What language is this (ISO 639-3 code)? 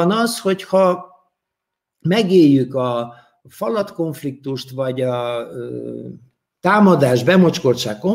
hun